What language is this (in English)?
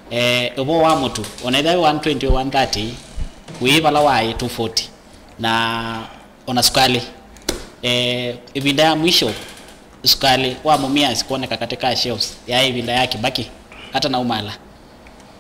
Kamba